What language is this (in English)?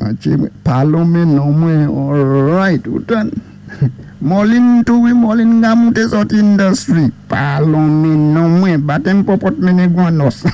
Saint Lucian Creole French